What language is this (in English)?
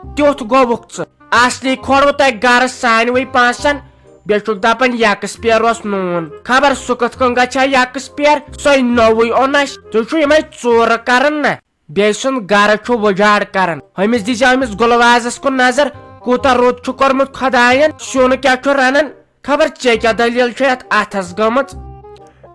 Kashmiri